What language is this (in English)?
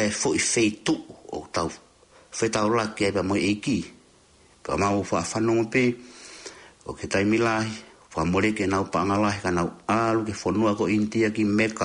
Tongan